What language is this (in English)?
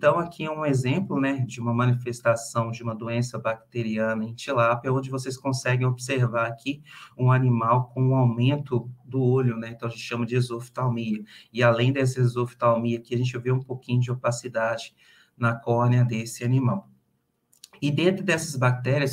Portuguese